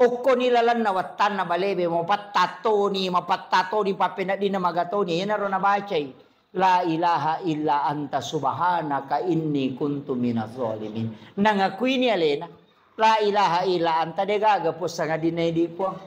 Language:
Buginese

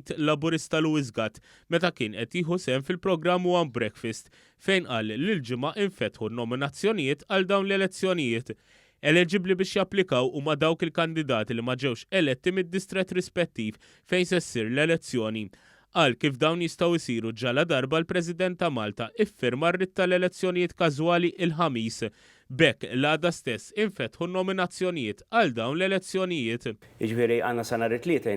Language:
Maltese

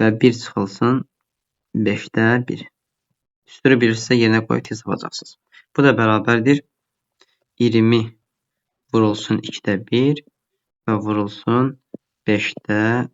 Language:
Azerbaijani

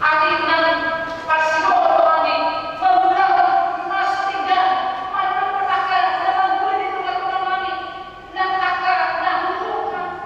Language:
Batak Toba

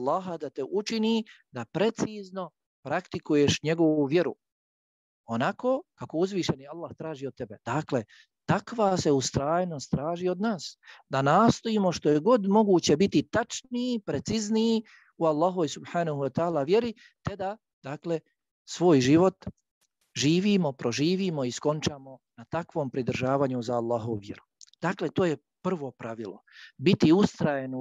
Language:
Bosnian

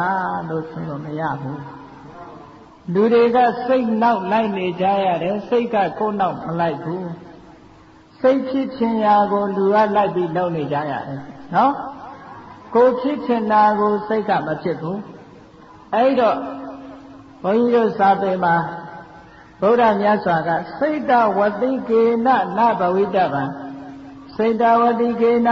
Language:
Burmese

